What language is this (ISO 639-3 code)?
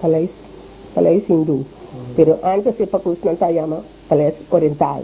pap